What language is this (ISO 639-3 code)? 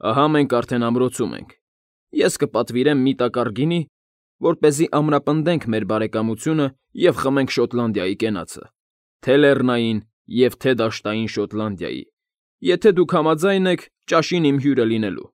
hye